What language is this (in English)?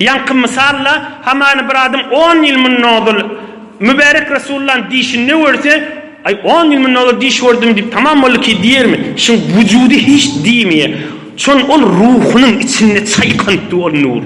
Turkmen